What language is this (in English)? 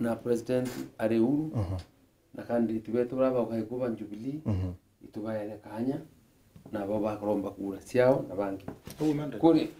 Meru